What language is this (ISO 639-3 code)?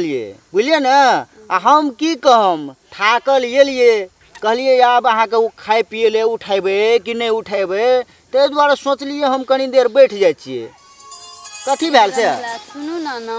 mai